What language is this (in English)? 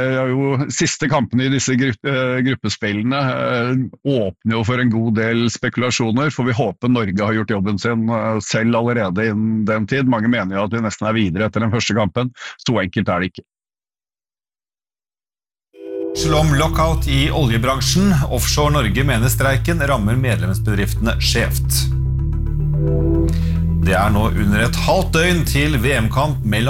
Norwegian